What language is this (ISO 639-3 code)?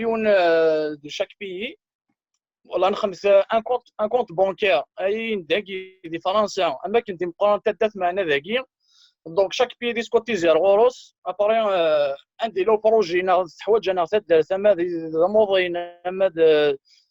kab